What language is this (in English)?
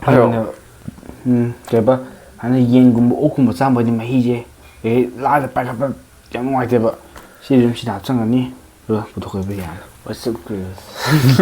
Manipuri